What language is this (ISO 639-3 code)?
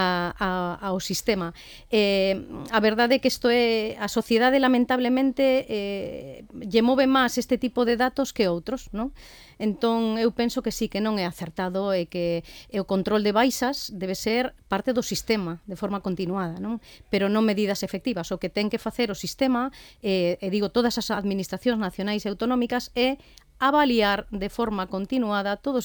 glg